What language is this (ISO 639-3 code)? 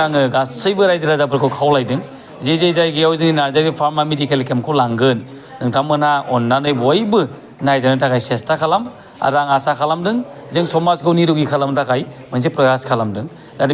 brx